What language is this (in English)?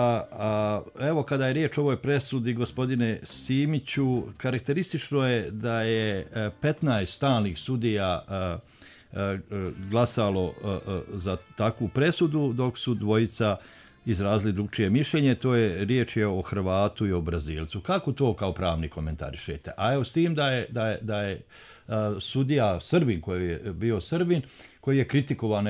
Bosnian